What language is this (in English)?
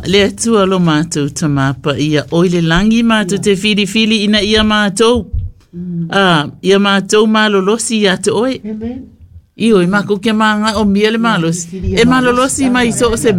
Samoan